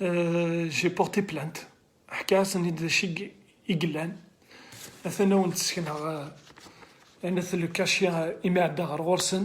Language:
Kabyle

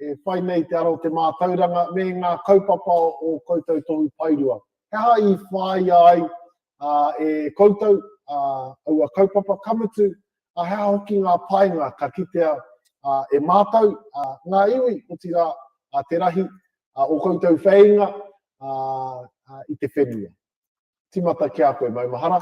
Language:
Māori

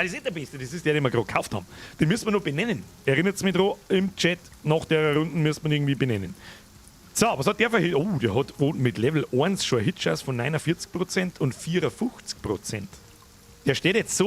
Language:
Bavarian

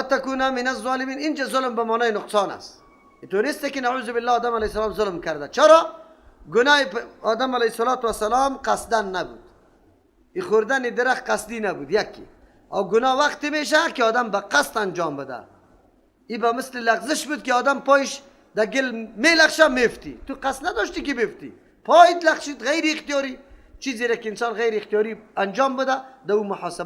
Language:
Persian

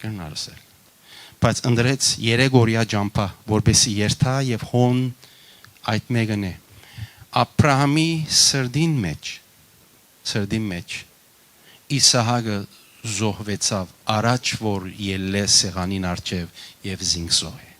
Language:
Western Armenian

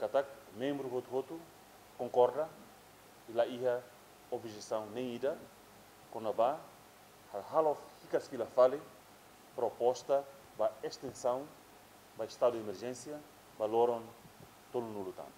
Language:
Tetum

